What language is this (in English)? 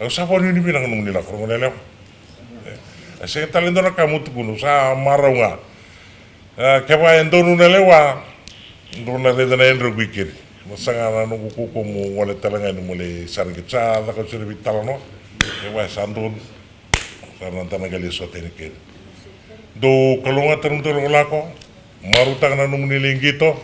Fijian